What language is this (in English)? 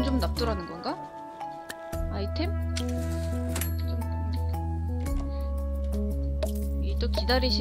Korean